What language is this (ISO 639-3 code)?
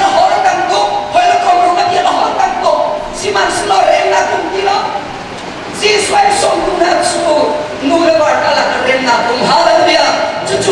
cnh